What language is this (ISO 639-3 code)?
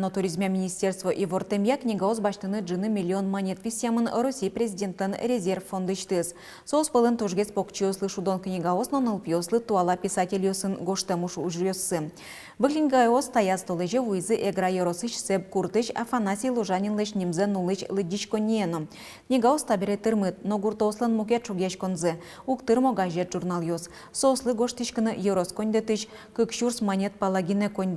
udm